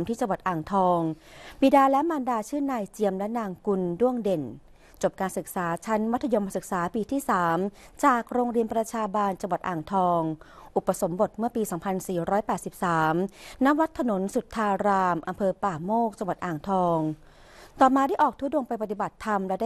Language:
Thai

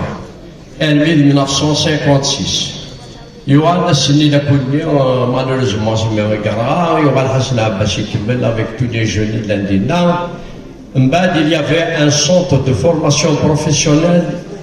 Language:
Kabyle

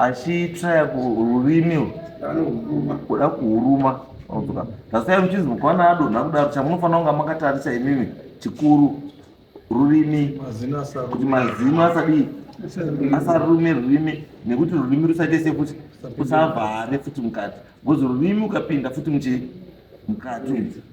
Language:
Shona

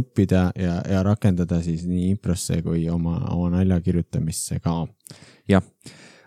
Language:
Estonian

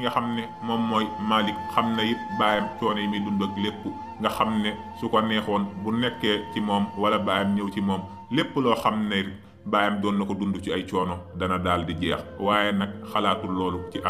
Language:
Wolof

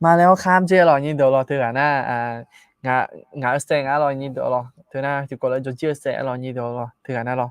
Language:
Akha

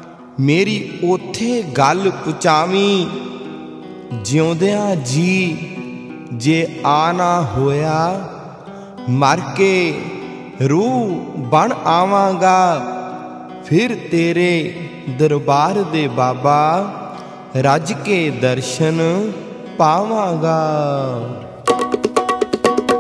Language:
Punjabi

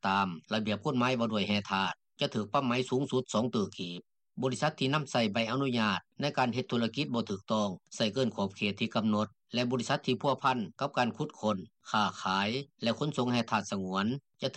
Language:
Lao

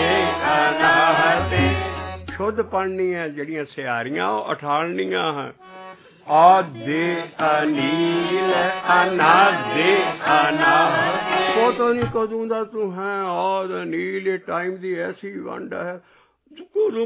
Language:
Punjabi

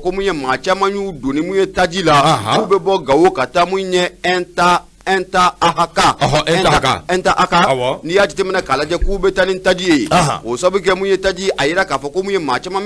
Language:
Bambara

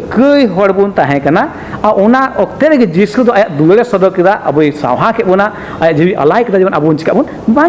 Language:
Santali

